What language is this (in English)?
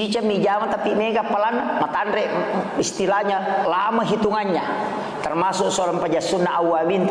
Buginese